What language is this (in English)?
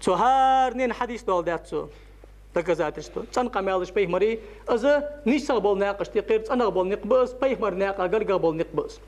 Ingush